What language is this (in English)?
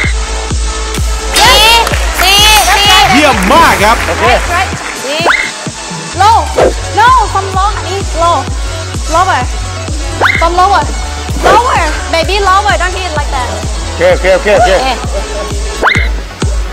Thai